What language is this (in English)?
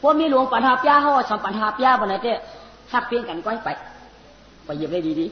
Shan